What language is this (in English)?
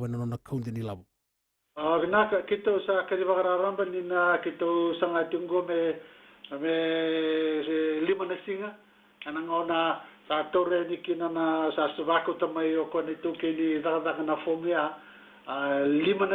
Fijian